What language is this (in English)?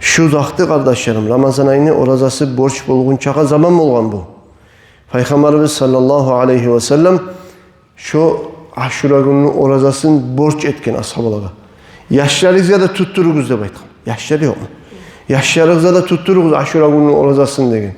Kumyk